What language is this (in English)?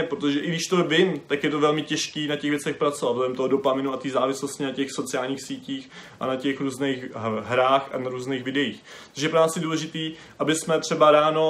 Czech